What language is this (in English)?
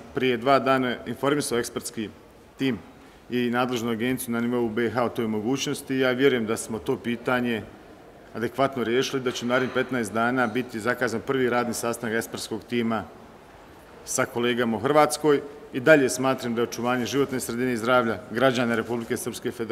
Bosnian